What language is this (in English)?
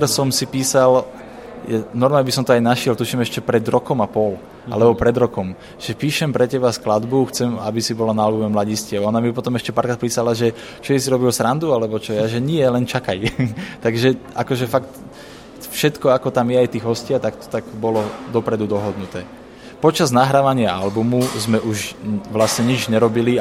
Slovak